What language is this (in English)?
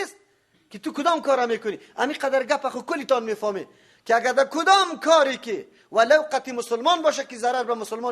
Persian